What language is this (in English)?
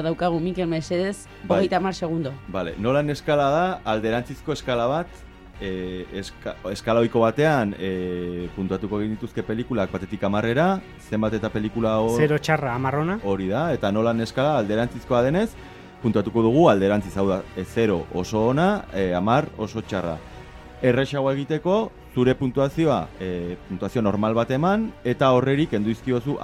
Basque